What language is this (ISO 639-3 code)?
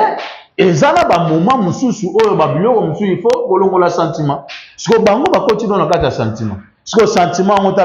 lin